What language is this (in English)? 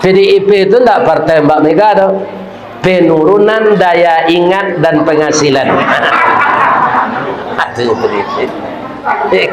Minangkabau